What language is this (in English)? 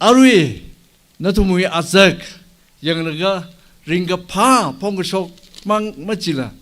Tangkhul Naga (India)